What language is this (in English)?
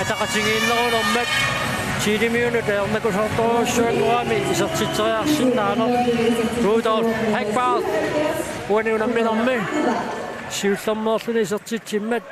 Kalaallisut